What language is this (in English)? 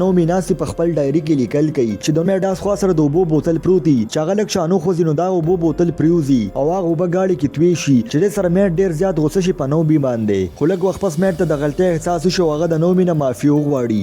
Pashto